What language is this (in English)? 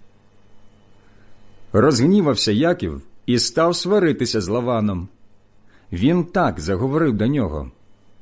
Ukrainian